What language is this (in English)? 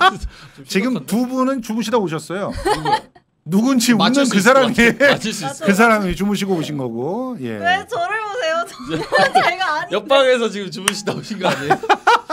Korean